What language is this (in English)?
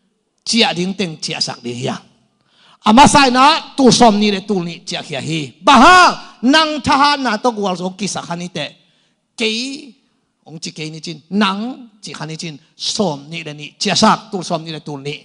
Tedim Chin